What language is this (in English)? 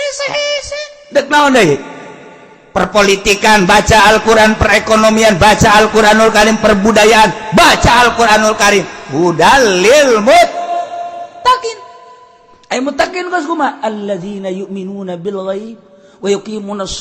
Sundanese